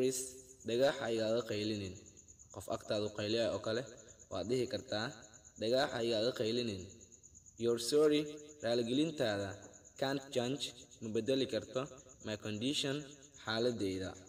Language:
Somali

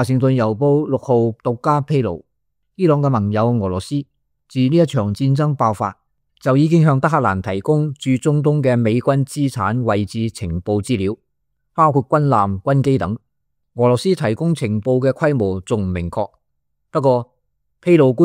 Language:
Cantonese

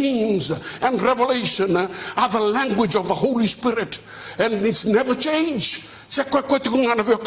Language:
Fijian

